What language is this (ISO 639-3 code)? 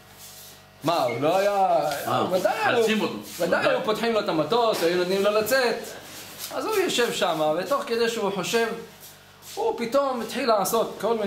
heb